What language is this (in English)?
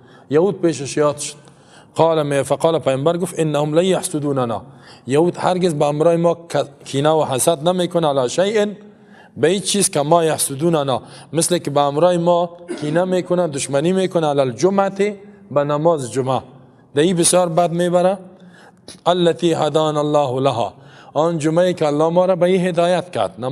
Persian